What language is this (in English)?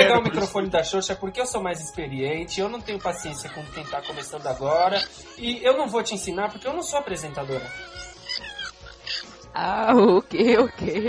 Portuguese